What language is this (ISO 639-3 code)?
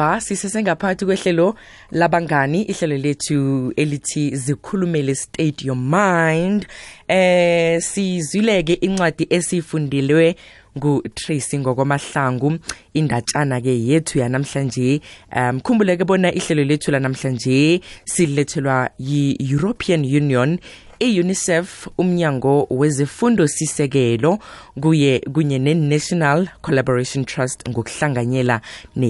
nbl